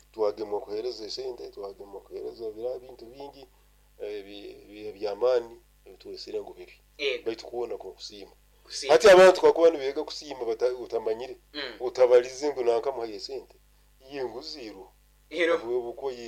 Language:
Nyoro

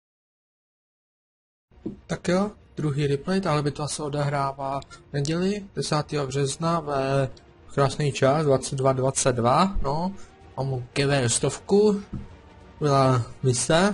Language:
Czech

